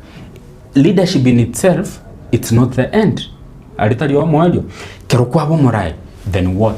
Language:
Gusii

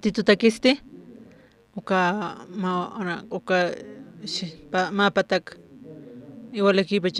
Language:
Aymara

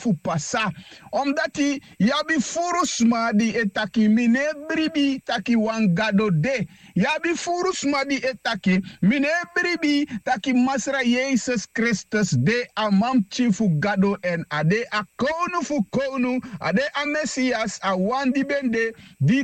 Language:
Sranan Tongo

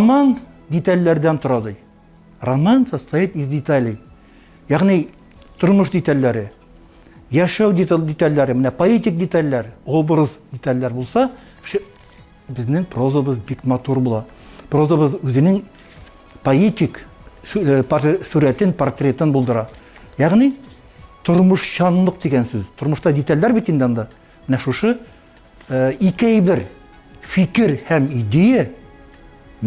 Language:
Tatar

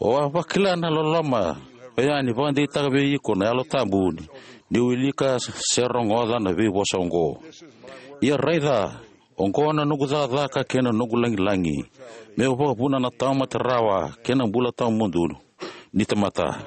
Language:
Fijian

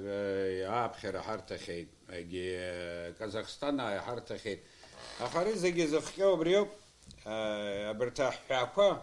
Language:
Abkhazian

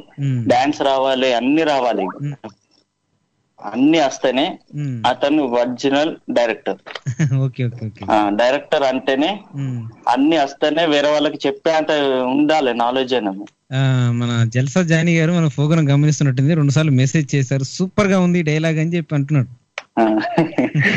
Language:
Telugu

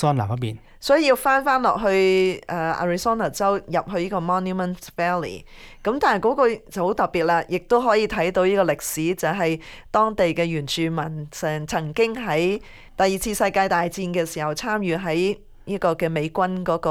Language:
Cantonese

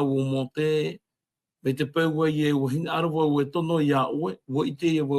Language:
Tahitian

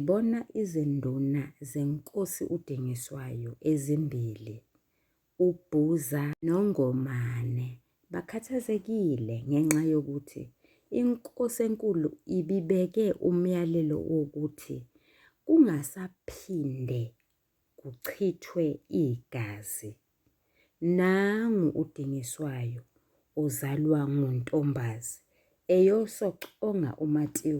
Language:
Zulu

